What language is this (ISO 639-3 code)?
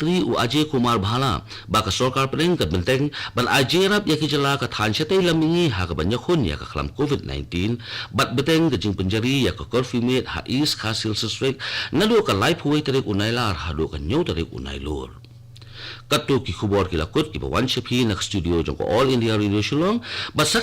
kha